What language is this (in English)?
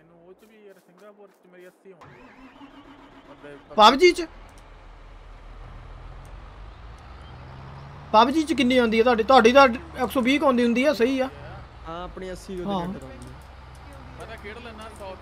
Punjabi